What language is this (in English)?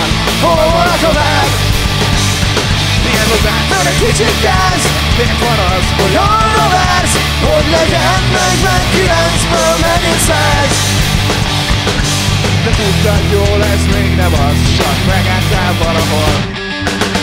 Hungarian